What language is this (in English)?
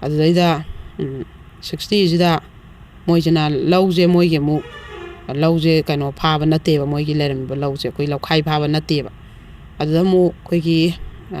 Manipuri